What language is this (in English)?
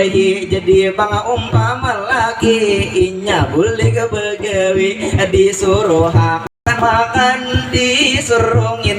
Banjar